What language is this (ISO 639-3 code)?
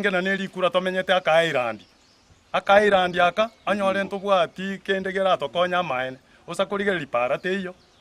guz